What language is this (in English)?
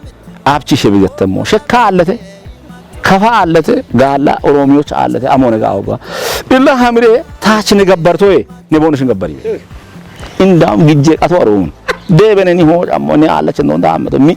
Kafa